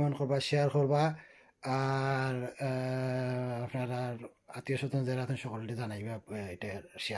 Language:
Sylheti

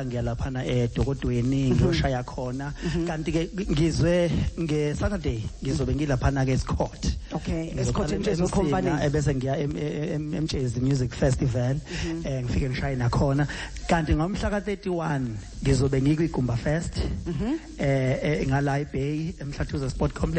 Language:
Zulu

